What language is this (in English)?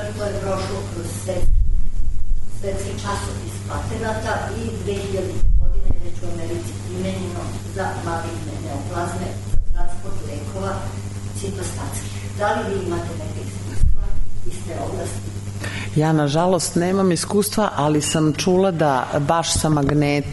Serbian